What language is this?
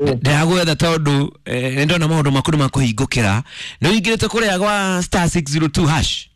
Kikuyu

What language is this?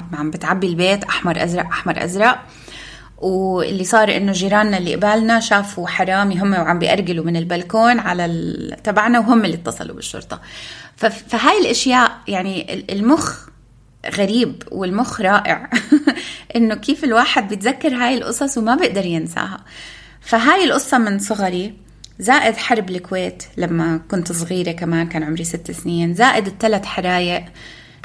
North Levantine Arabic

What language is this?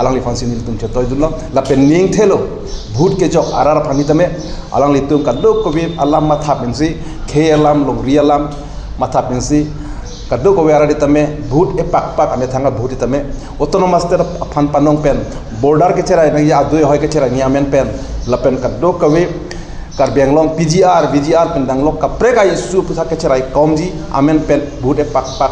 Karbi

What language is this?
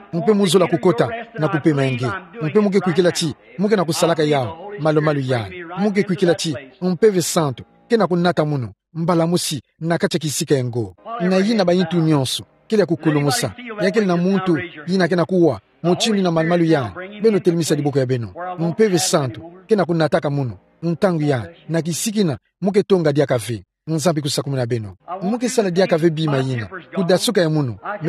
Kituba (Democratic Republic of Congo)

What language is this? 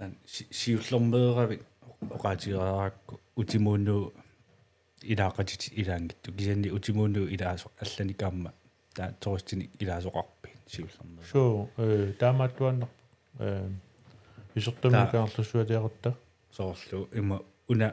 Kalaallisut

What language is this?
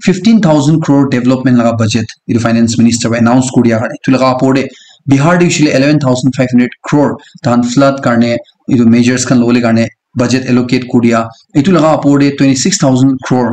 Naga Pidgin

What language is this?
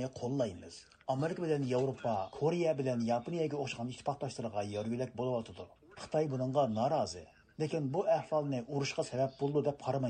Uyghur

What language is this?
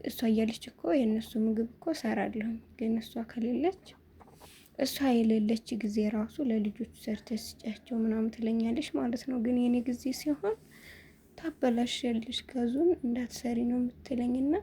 Amharic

